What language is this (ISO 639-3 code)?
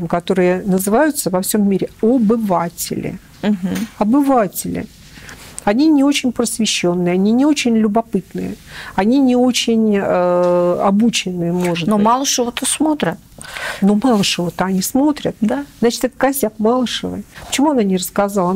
rus